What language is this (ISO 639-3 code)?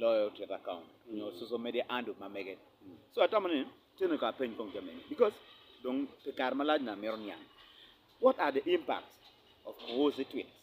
ach